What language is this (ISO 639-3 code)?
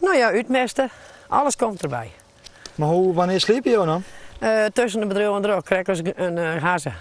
fry